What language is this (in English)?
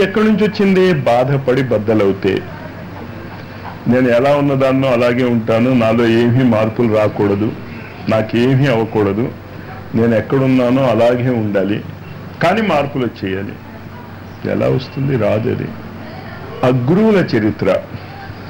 Telugu